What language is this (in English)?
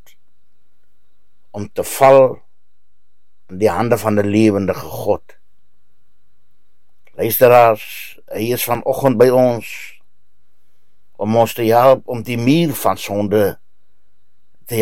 Afrikaans